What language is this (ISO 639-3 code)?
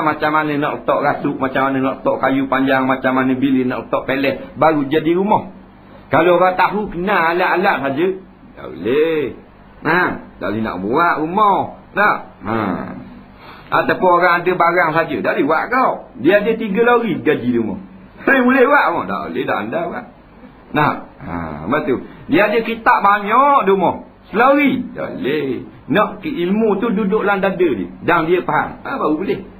msa